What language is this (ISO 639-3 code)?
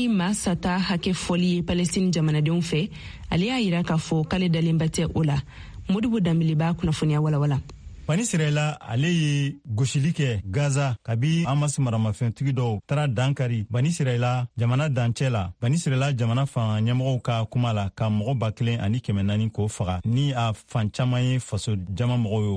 bam